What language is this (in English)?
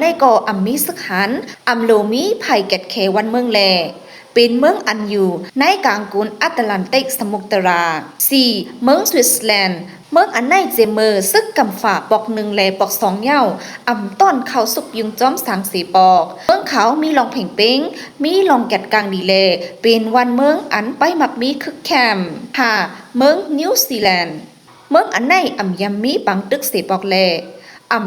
Shan